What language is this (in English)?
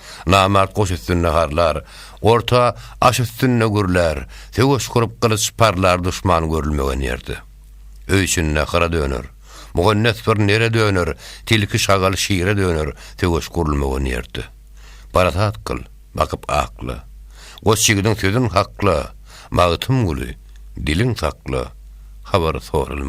Turkmen